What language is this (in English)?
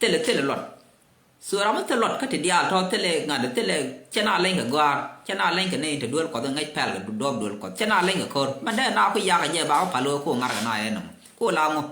Nuer